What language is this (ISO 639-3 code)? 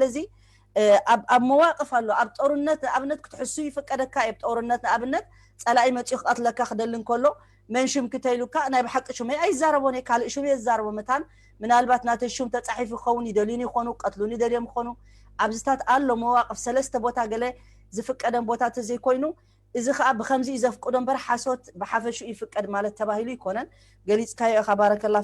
tir